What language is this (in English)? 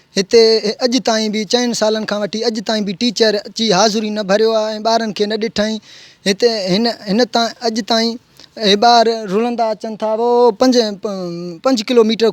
Sindhi